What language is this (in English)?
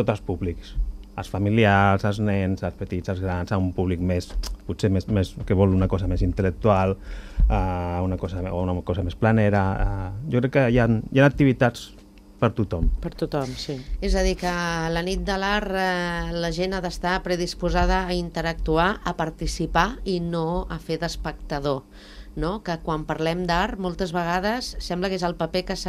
Catalan